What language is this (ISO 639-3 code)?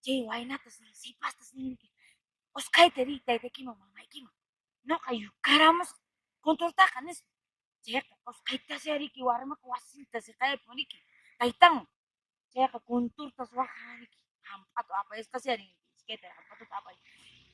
que